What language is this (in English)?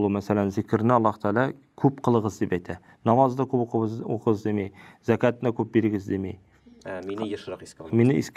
Tatar